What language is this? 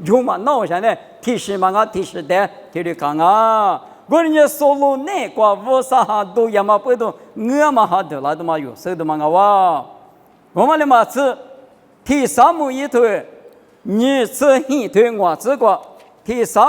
Lisu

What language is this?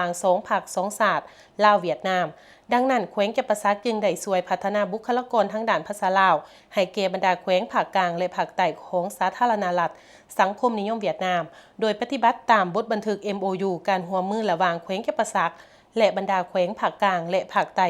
Lao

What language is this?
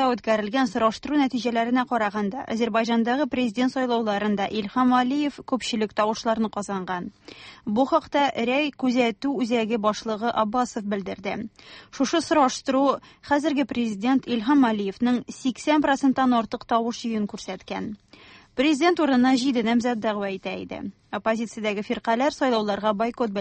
Tatar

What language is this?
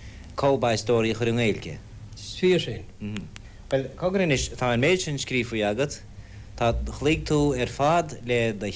Irish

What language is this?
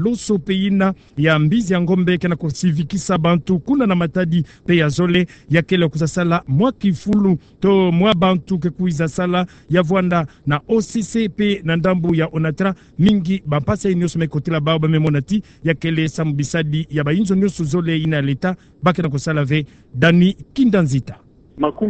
Kituba (Democratic Republic of Congo)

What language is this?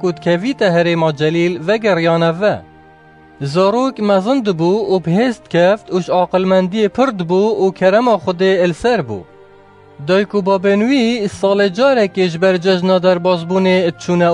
Kurdish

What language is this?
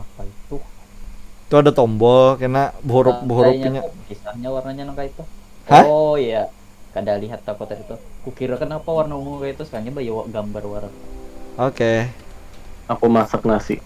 Banjar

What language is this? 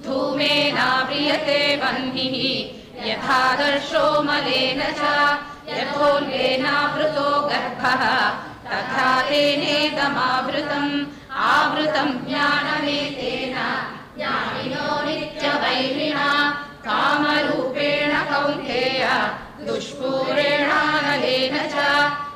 Sanskrit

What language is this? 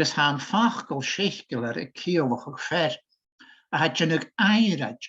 Scottish Gaelic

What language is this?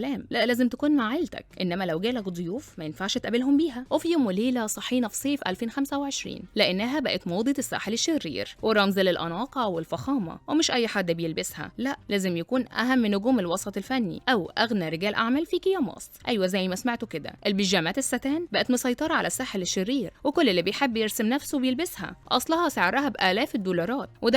Egyptian Arabic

